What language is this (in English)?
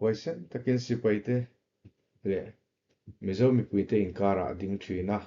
Mizo